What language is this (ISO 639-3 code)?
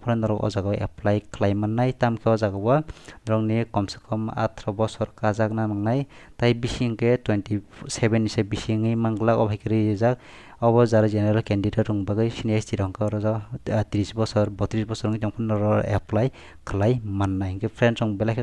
trp